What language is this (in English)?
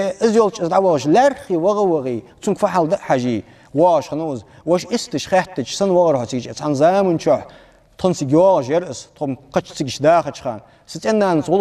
Ingush